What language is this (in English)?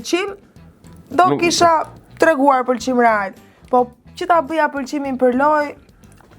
Albanian